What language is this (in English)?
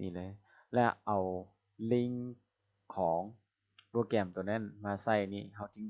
Lao